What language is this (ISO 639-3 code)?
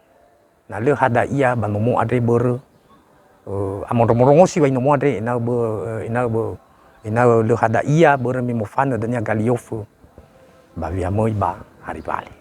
nia